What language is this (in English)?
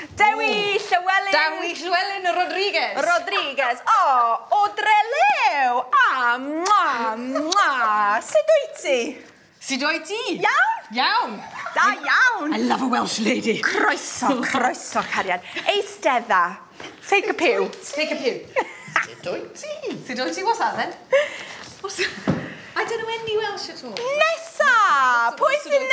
Welsh